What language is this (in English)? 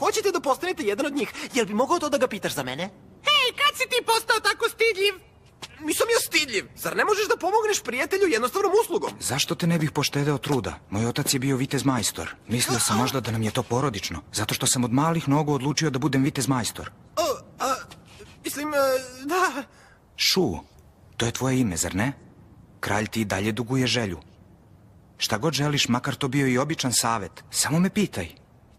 Serbian